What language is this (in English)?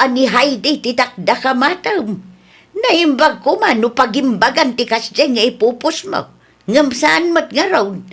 Iloko